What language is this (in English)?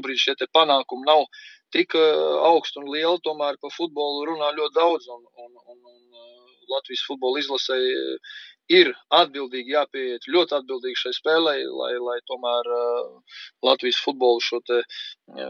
Latvian